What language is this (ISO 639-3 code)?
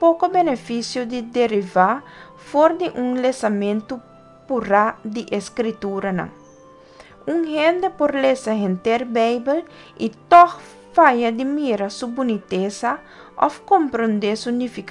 pap